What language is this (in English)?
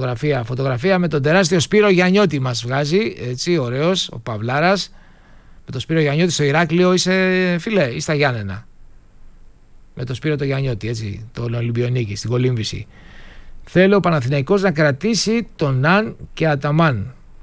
Greek